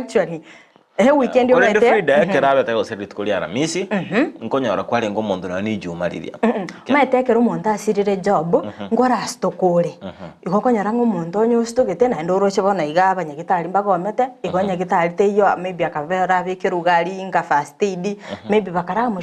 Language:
Gusii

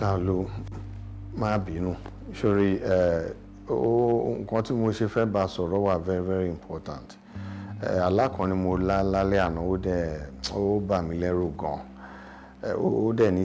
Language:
Yoruba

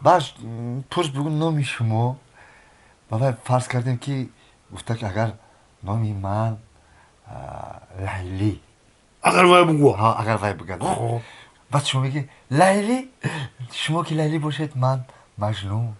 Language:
Tajik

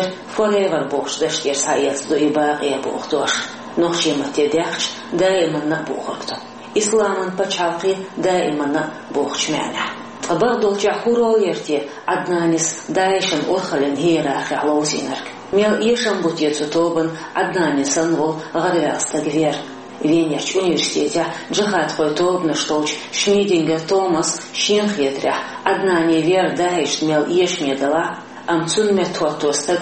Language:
Chechen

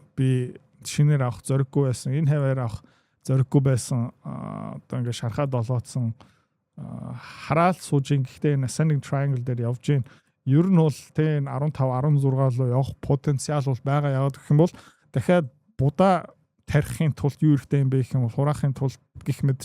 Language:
Mongolian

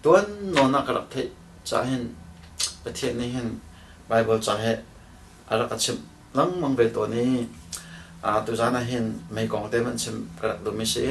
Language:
Hakha Chin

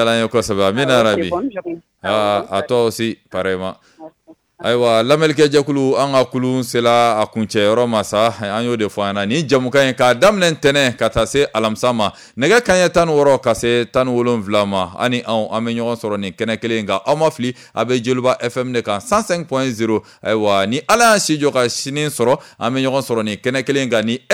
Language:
Bambara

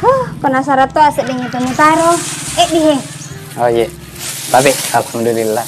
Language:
Buginese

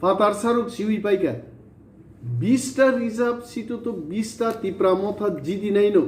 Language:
Kok Borok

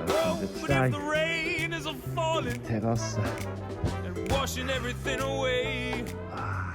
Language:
Swiss German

